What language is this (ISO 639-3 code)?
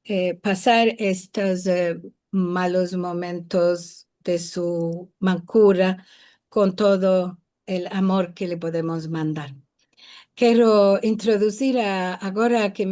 lad